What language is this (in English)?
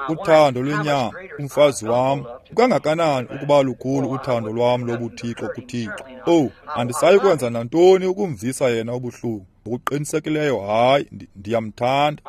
Xhosa